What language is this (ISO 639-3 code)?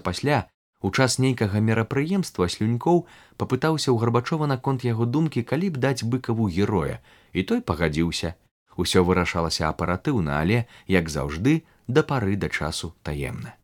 bel